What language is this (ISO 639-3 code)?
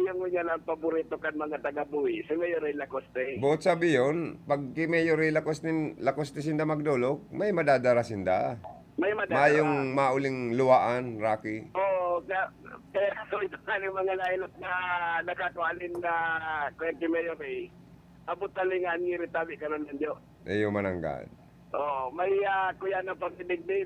bik